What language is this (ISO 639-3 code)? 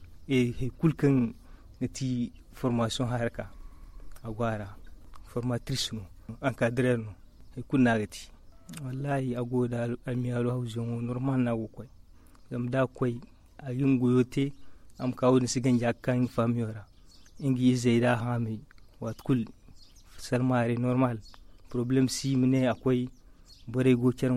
dje